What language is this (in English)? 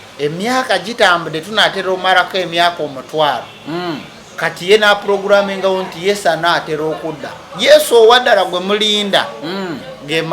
Ganda